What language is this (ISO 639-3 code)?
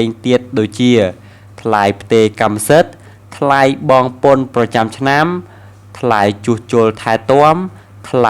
khm